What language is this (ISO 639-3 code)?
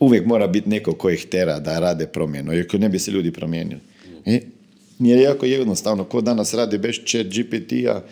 hrv